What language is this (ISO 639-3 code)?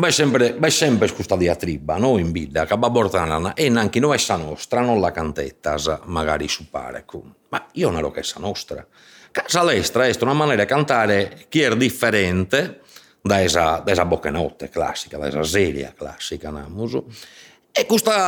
srd